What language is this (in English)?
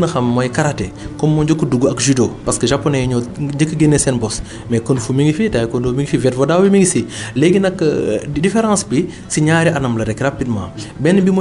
Wolof